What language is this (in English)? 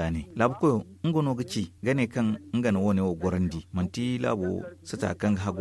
Zarma